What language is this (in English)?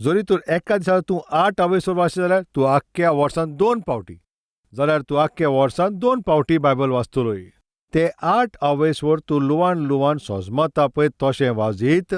Konkani